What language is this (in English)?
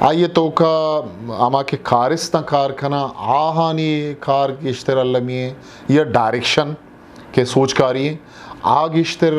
Eastern Balochi